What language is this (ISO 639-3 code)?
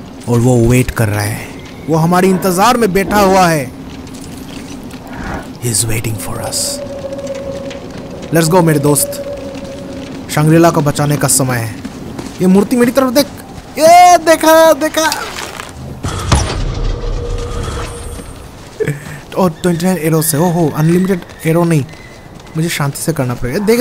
hin